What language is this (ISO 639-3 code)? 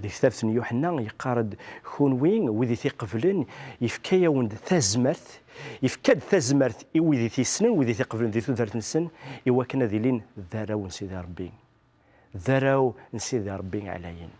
kab